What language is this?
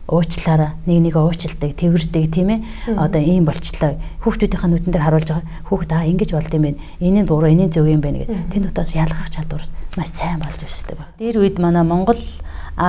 Mongolian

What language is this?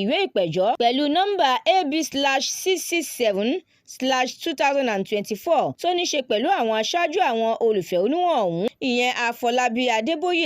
Yoruba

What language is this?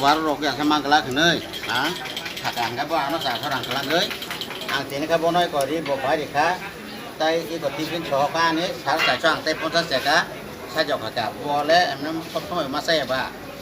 Kok Borok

